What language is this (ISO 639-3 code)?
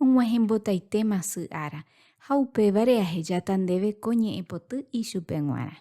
grn